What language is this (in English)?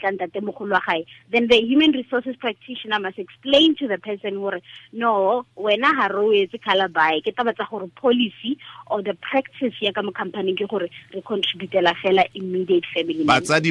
Tswana